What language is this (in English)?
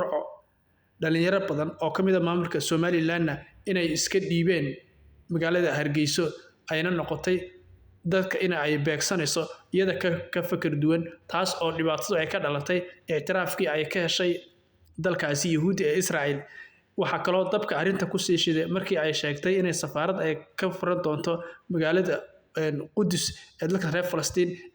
Somali